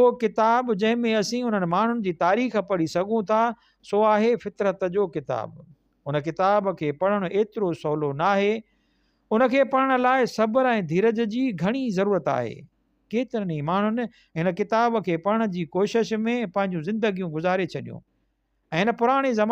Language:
Sindhi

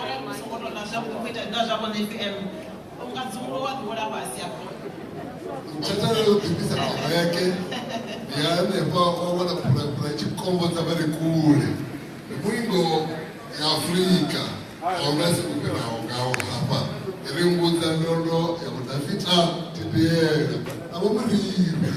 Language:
Venda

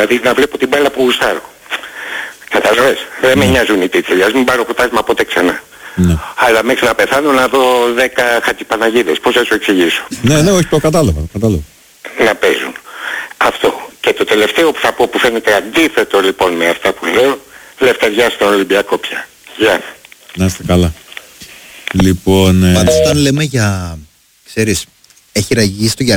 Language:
Greek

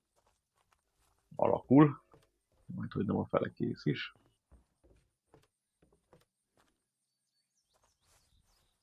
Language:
Hungarian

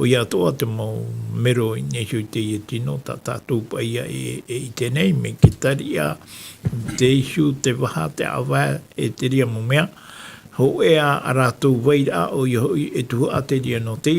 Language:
Tahitian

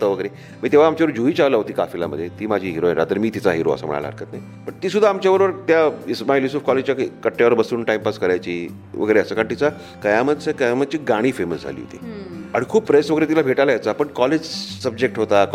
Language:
Marathi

